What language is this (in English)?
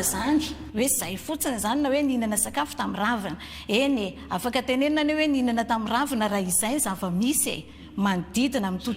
Malagasy